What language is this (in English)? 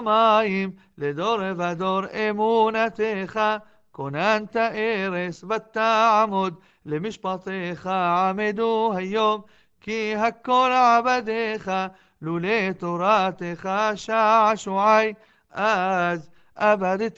Hebrew